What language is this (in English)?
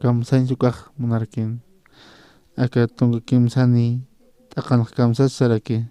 Aymara